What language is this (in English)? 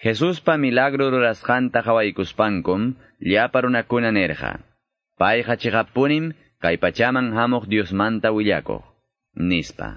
Quechua